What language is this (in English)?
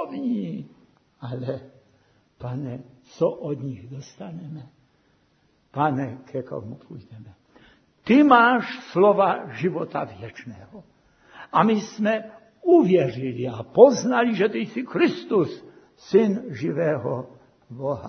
Czech